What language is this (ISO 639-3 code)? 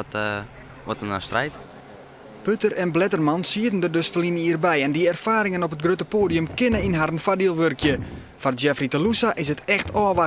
fry